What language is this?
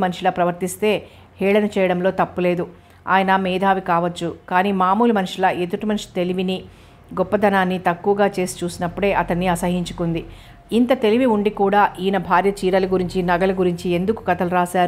Telugu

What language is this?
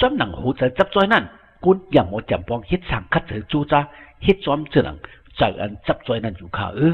Shan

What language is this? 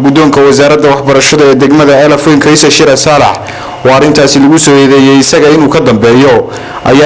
Somali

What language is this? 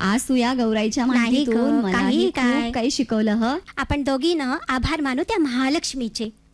Marathi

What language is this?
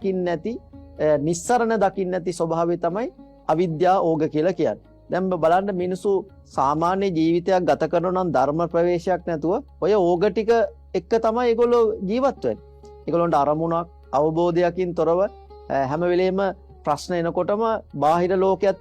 Sinhala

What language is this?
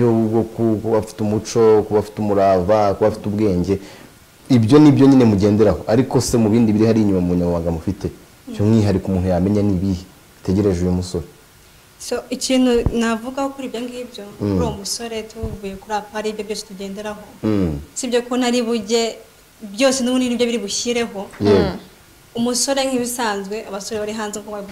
Kinyarwanda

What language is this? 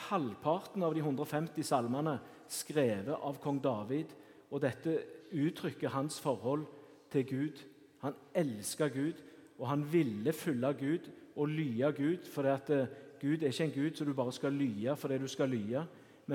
Norwegian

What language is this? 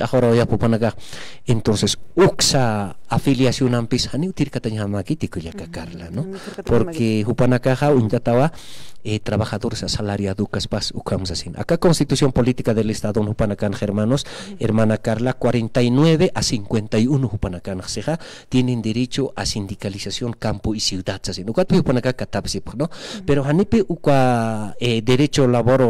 Aymara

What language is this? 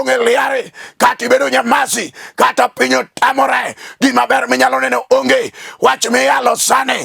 Luo (Kenya and Tanzania)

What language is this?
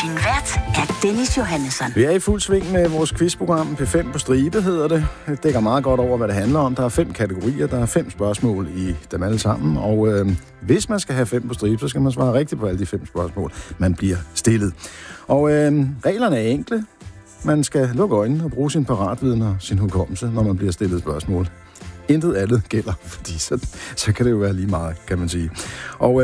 Danish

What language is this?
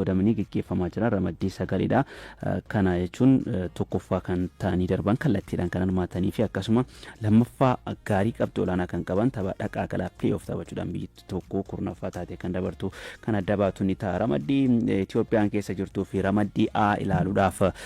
Oromo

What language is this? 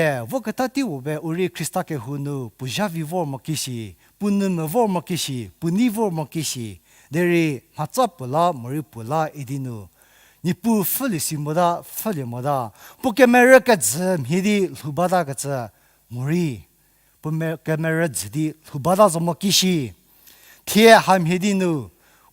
Angami Naga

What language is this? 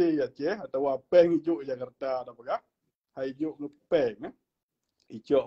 Achinese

